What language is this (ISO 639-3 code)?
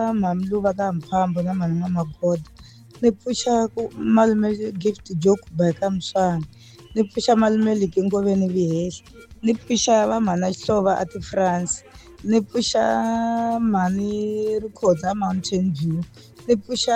tso